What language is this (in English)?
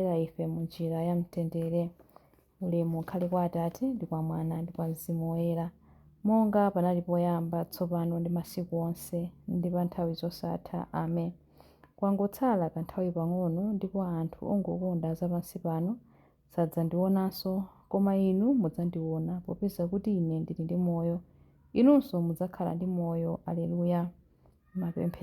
Nyanja